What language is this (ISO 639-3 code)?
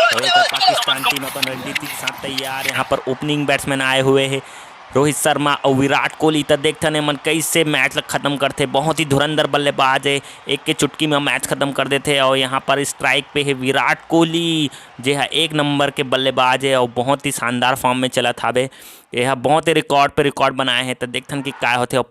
hne